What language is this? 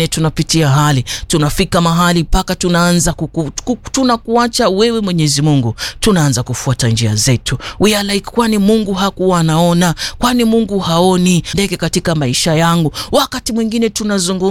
Swahili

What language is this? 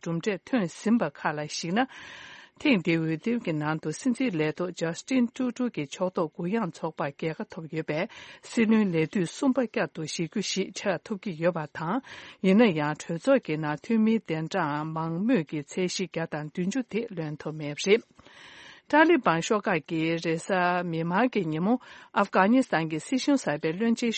Tibetan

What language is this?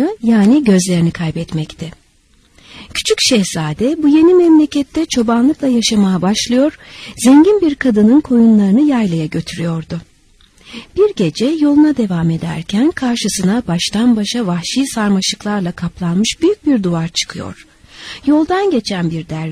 Turkish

